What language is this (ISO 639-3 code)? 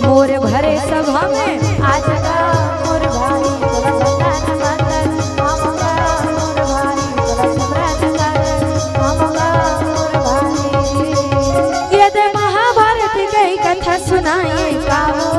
hne